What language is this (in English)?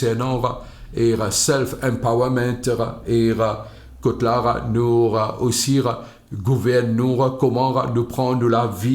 Morisyen